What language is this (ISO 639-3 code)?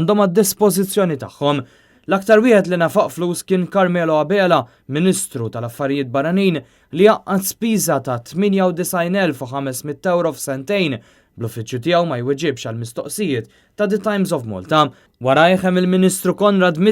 mlt